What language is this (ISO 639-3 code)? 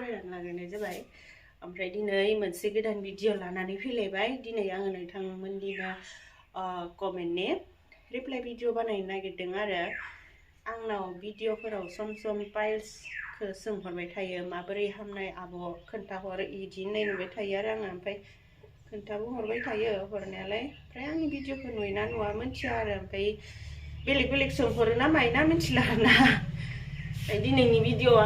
brx